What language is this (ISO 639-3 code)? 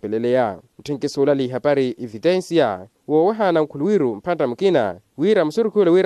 vmw